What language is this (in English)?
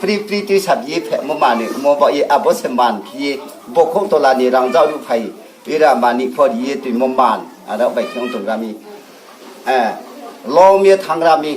Riang (India)